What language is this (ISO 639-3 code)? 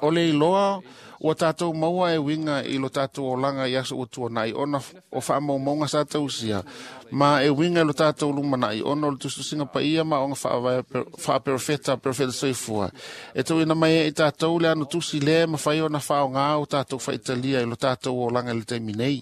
smo